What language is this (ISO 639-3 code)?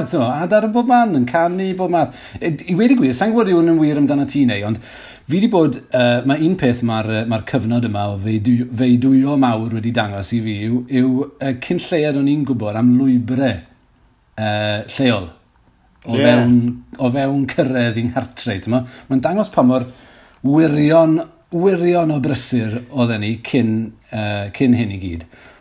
cym